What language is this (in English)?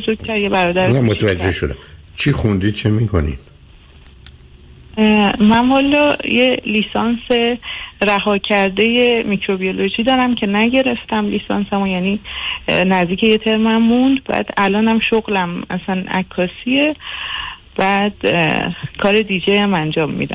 Persian